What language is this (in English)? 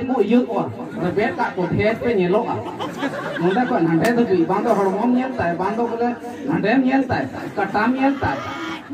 Santali